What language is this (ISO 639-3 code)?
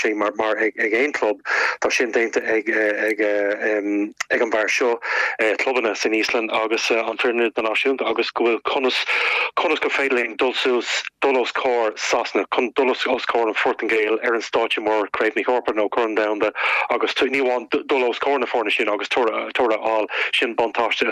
gle